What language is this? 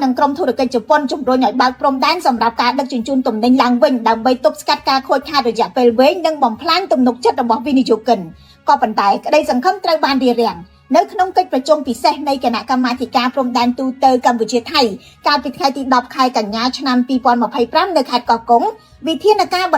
Khmer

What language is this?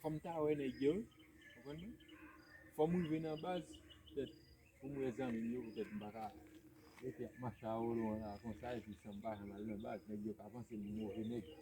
Haitian Creole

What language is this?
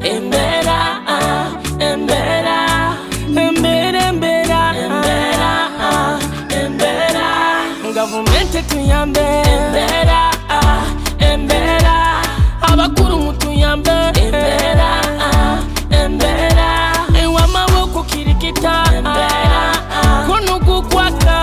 Nyoro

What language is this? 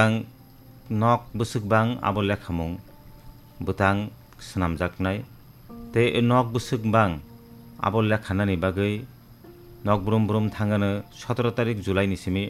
Kok Borok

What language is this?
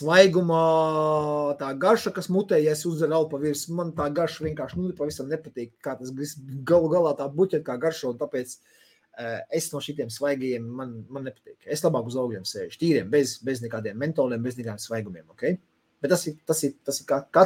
Latvian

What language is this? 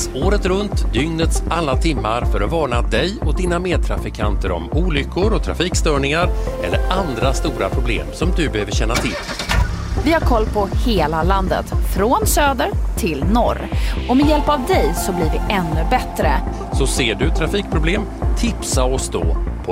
Swedish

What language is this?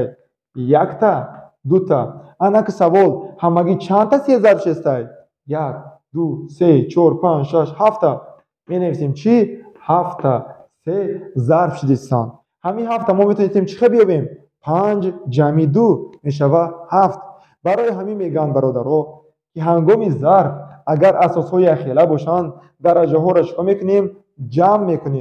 Tajik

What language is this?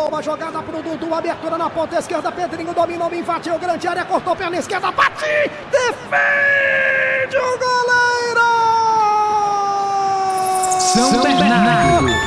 Portuguese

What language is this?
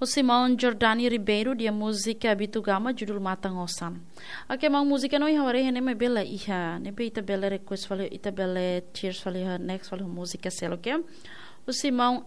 Tetum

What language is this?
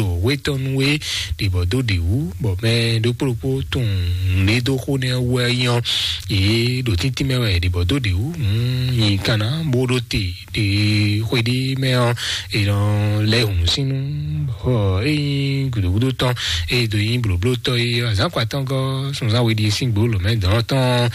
Fon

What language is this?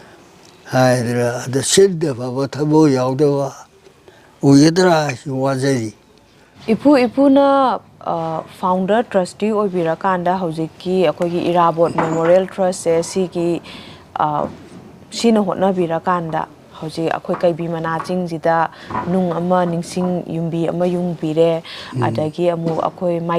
Manipuri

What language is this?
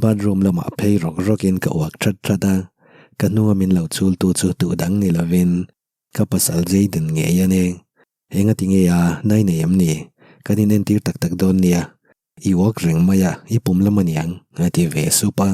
Mizo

